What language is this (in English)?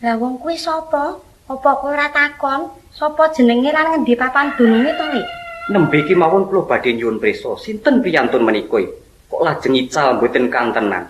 Javanese